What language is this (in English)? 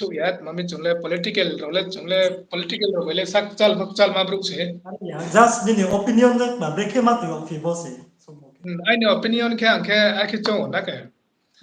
Riang (India)